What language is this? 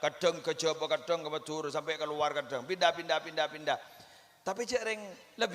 Madurese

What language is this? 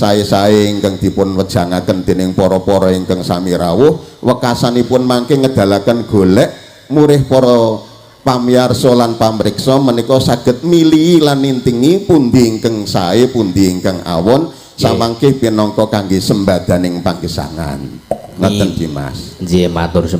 Javanese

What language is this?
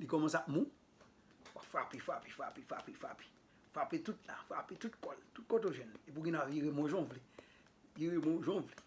Haitian Creole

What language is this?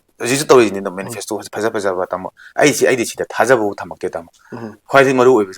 Manipuri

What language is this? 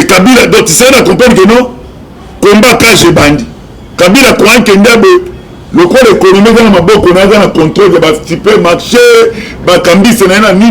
Lingala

